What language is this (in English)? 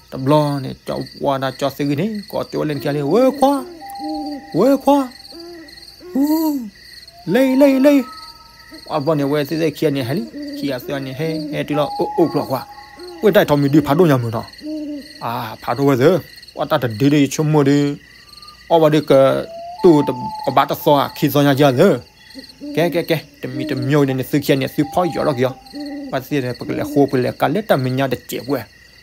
S'gaw Karen